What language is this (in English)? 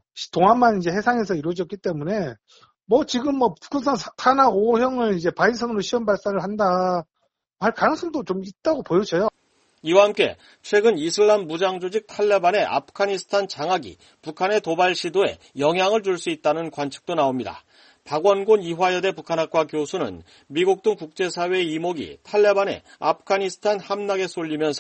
Korean